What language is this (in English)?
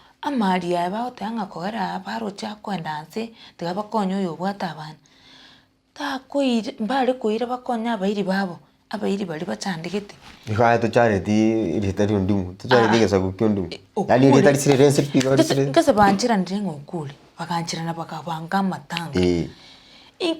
Gusii